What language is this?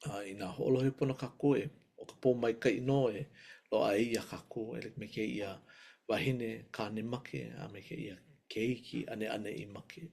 Hawaiian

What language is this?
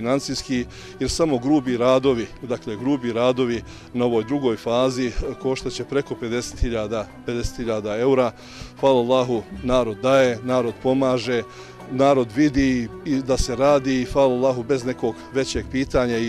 Bosnian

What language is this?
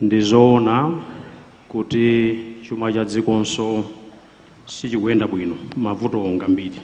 Nyanja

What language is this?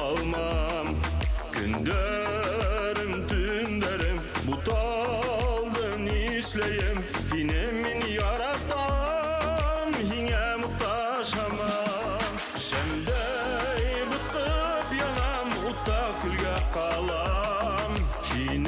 Bashkir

